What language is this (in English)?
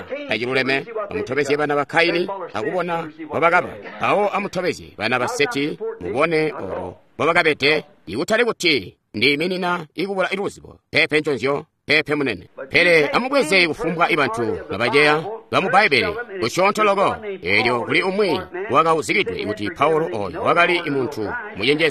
Tonga (Zambia)